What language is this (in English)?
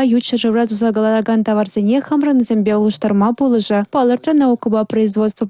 Chuvash